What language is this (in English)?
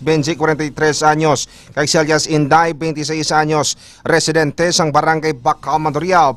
Hiligaynon